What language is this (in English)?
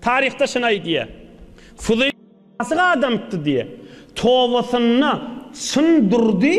Turkmen